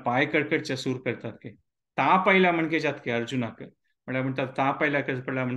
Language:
Konkani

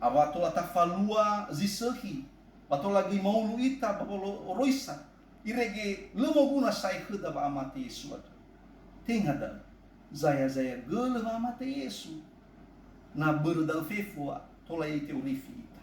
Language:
Nias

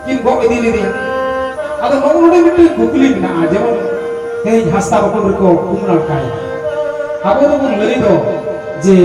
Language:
Santali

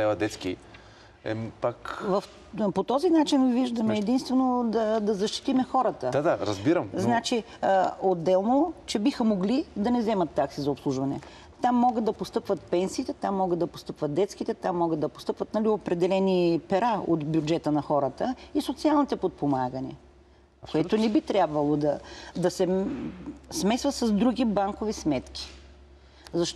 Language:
Bulgarian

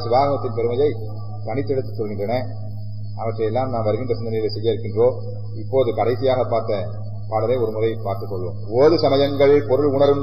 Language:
Tamil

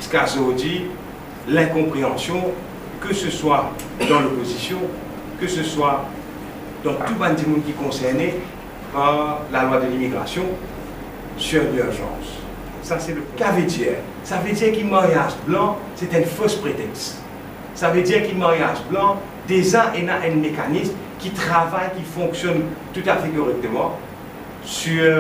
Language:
Morisyen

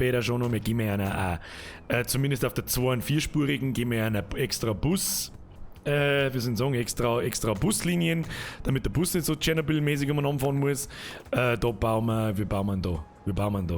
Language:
Bavarian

